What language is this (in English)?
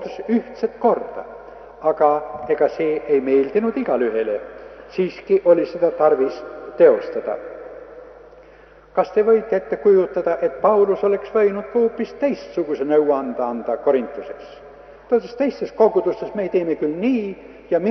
Estonian